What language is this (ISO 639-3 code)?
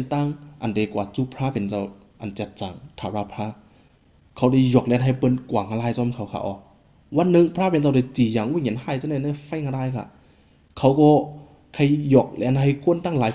shn